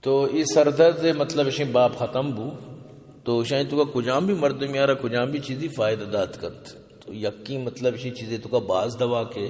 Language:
Baluchi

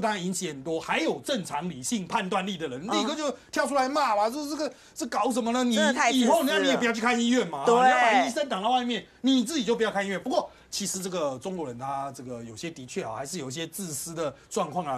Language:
Chinese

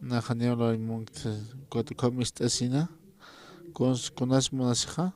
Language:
Aymara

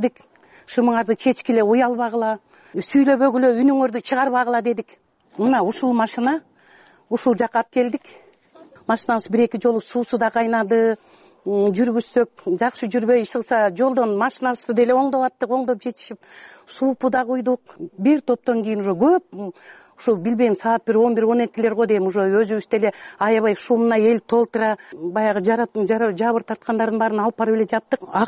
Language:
Kyrgyz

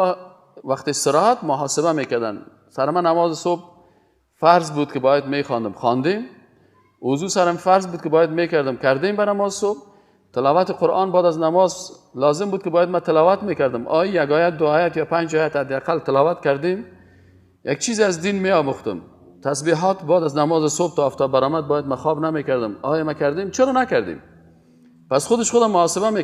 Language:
Persian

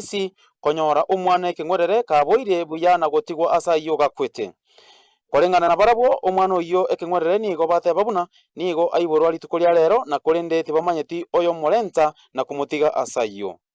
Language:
Gusii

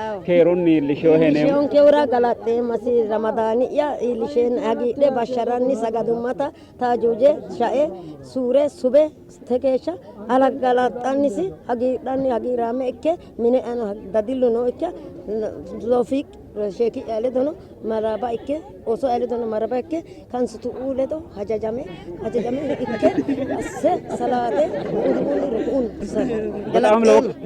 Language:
Sidamo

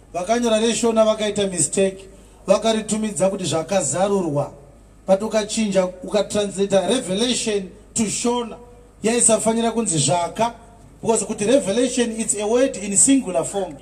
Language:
Shona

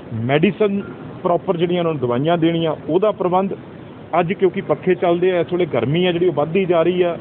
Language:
Punjabi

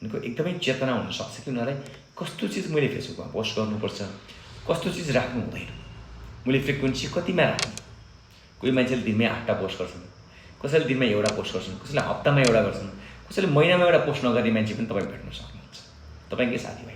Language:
Nepali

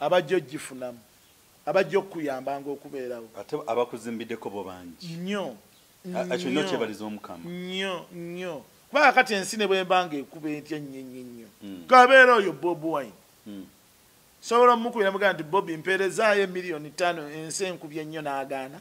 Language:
Ganda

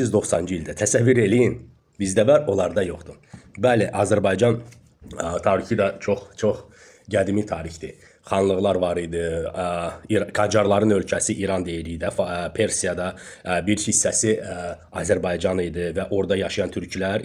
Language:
Azerbaijani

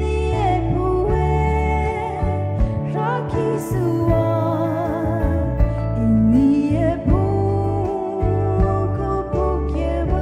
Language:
Poumei Naga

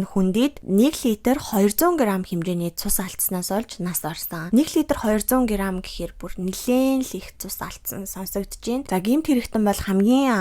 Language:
Mongolian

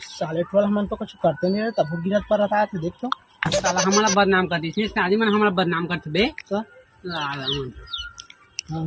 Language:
Chhattisgarhi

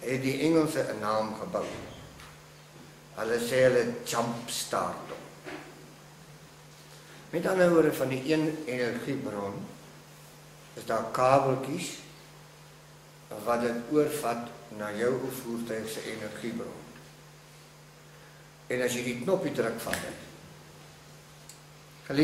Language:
Afrikaans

